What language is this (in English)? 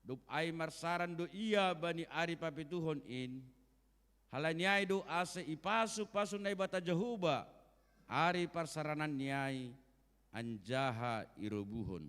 Batak Simalungun